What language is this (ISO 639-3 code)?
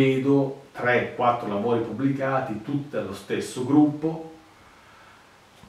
ita